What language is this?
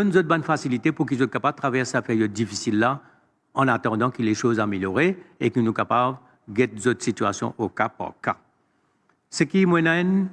Morisyen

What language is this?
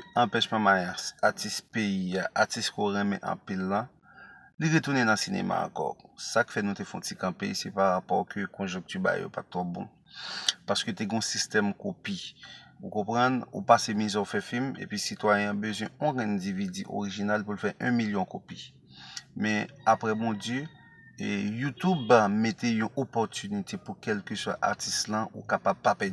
Haitian Creole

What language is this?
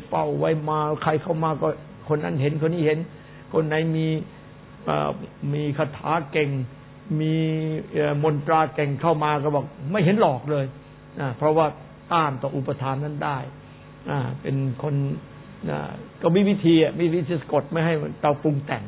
Thai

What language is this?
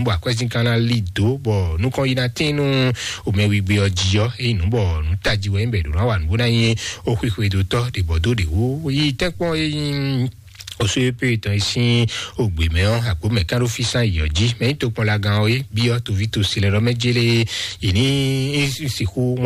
Fon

